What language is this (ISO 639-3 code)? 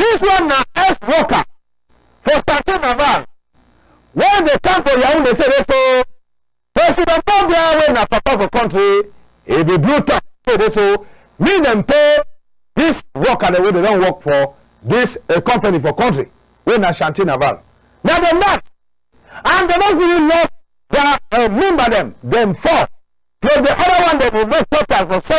wes